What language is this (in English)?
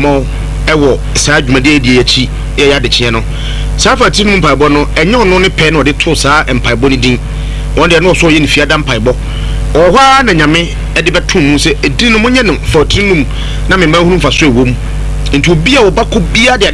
Akan